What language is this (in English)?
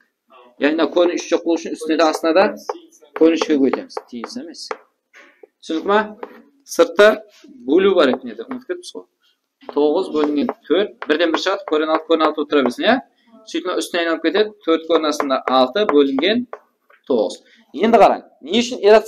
Kara-Kalpak